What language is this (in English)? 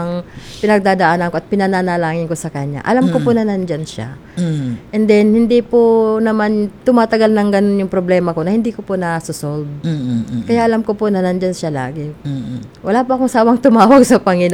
Filipino